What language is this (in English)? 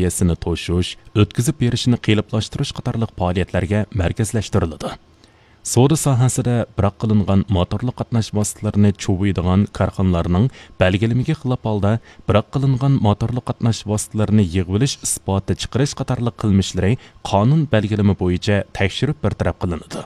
Uyghur